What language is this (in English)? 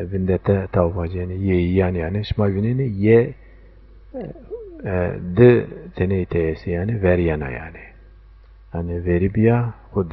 Zaza